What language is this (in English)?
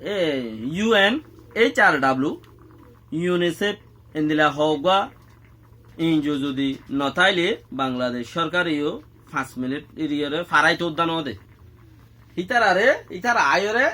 Rohingya